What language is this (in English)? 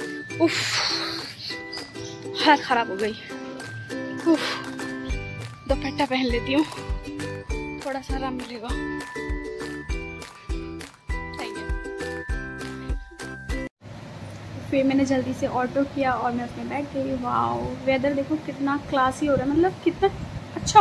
Hindi